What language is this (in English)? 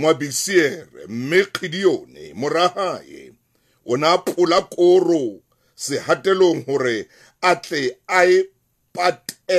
Southern Sotho